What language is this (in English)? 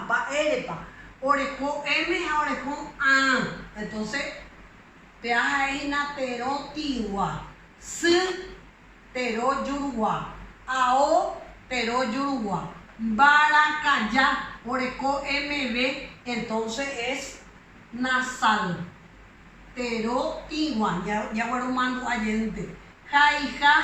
Guarani